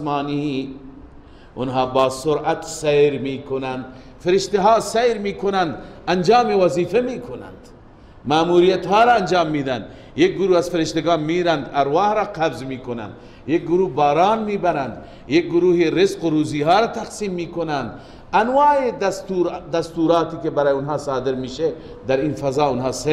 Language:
Persian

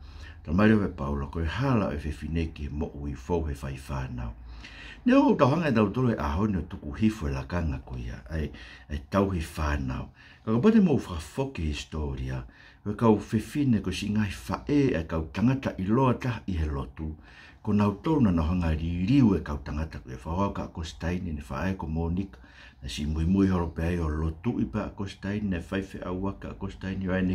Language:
Tongan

